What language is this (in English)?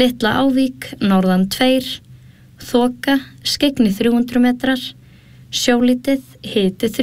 Icelandic